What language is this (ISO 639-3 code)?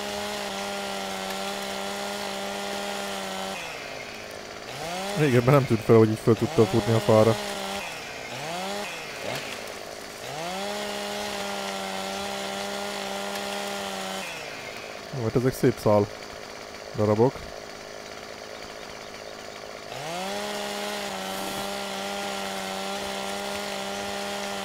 hun